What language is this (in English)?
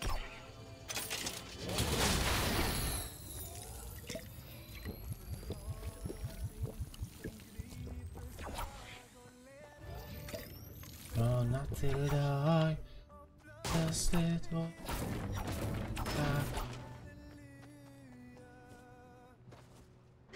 Swedish